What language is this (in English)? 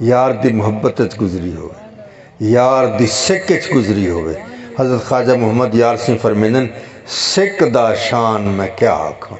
Saraiki